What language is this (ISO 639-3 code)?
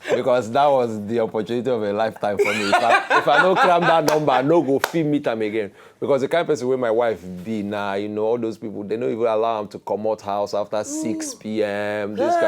pcm